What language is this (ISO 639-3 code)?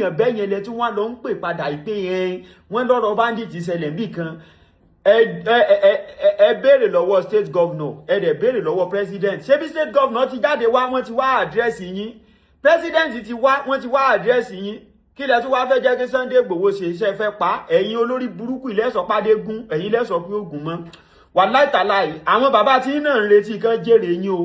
yor